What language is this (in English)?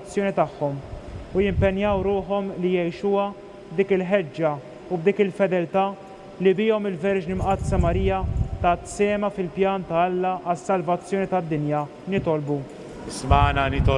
Maltese